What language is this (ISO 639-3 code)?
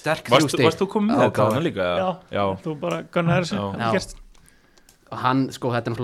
isl